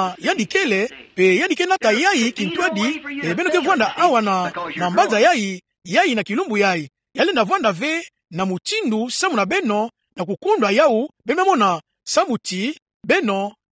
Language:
Kituba (Democratic Republic of Congo)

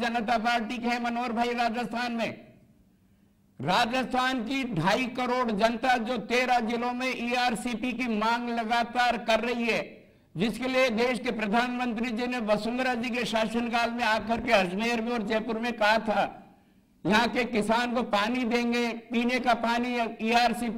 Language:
Hindi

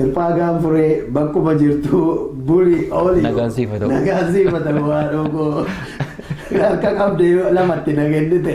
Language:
Oromo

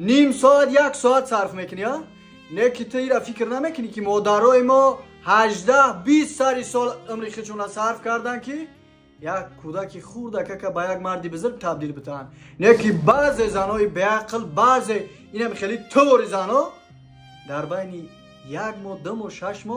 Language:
Tajik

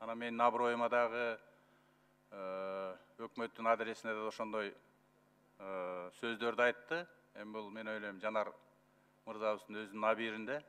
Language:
Kyrgyz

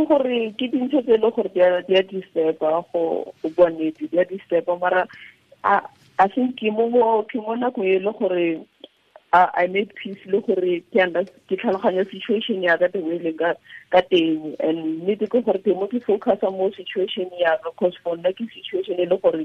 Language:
Tswana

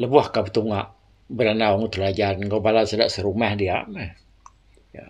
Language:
Iban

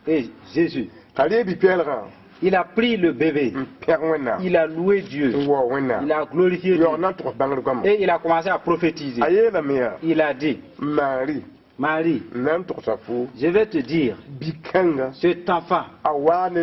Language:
Mossi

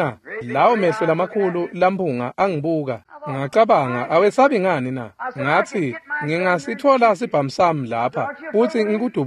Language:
Swati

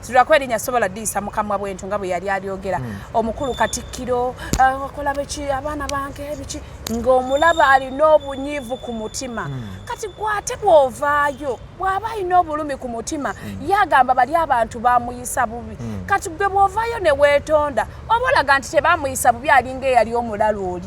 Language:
Ganda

